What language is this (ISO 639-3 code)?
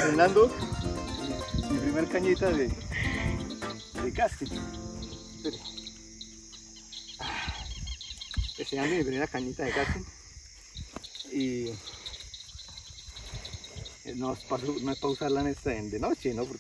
spa